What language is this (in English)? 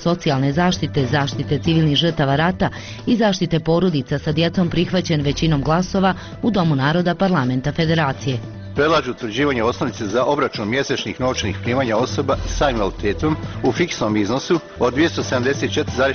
Bosnian